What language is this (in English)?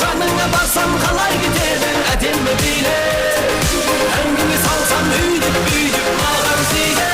Kara-Kalpak